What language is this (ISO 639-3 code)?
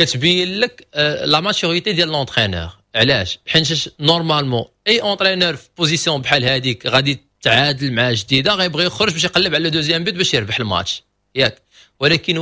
ary